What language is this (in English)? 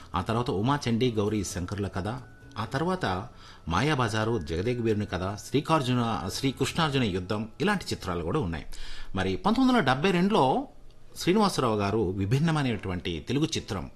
Telugu